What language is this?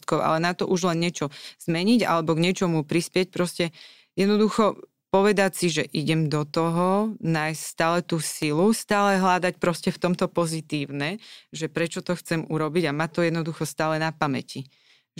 Slovak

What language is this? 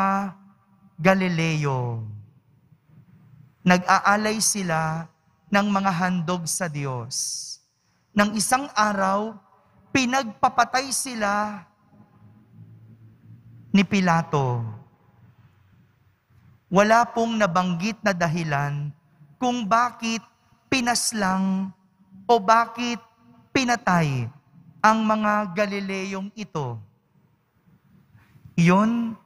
Filipino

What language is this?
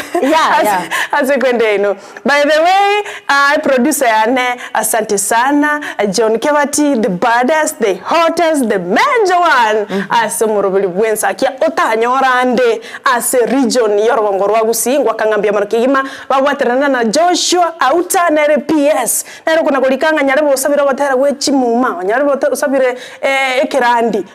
Gusii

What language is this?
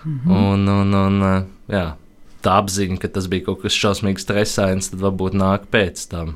Latvian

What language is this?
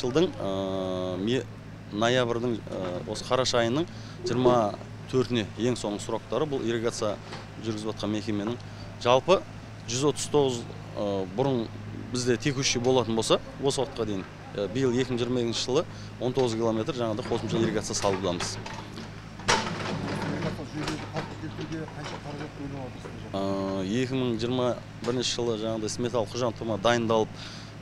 Kazakh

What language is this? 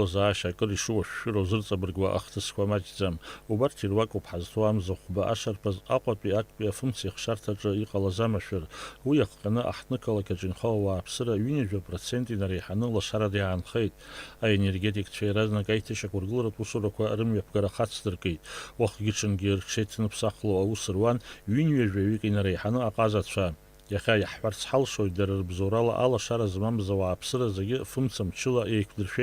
Abkhazian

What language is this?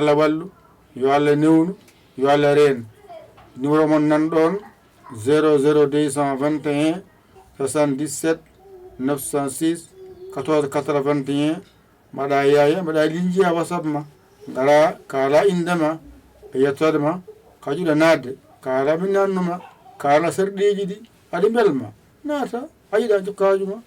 Fula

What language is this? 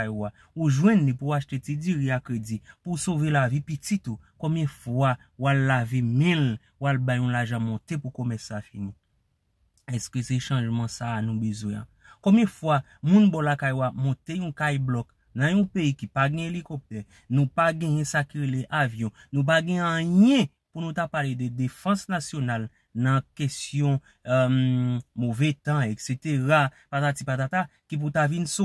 Haitian Creole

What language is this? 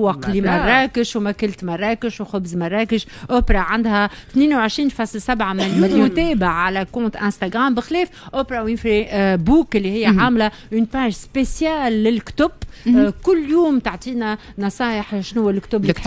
Tunisian Arabic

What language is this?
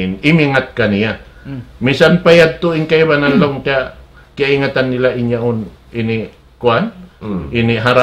Tausug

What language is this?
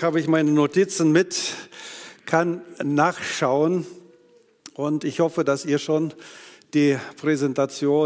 German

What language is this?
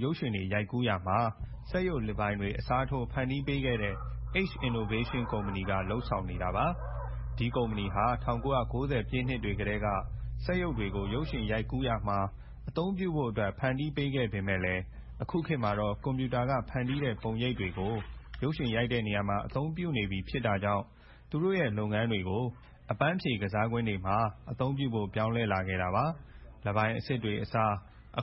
Burmese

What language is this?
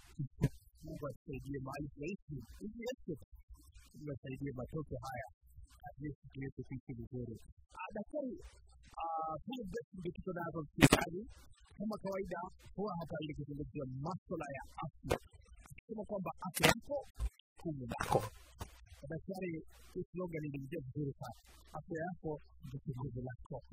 Swahili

